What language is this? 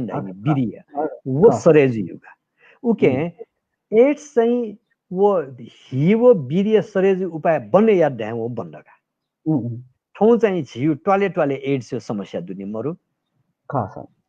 Newari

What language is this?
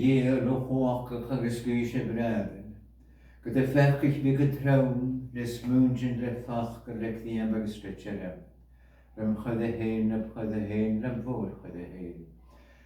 Scottish Gaelic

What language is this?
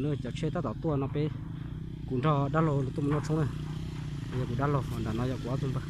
Hmong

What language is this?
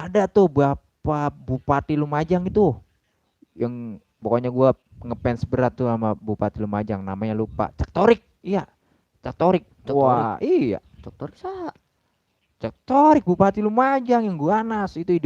Betawi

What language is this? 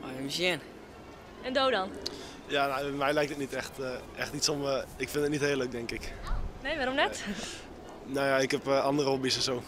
Western Frisian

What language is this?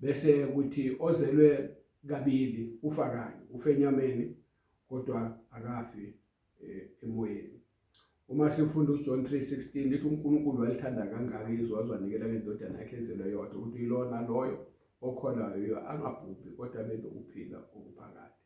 Zulu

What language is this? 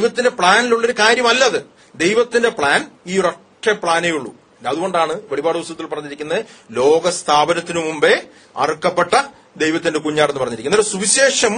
Malayalam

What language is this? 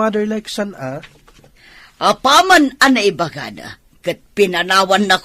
Iloko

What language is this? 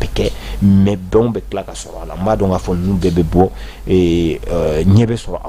Bambara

